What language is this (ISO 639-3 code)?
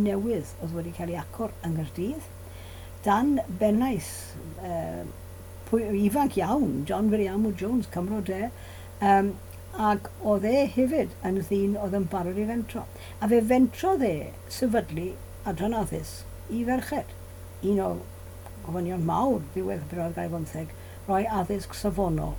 cym